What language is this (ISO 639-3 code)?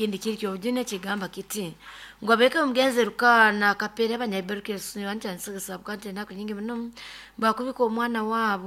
nyn